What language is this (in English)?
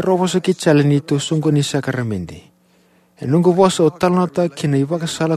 Fijian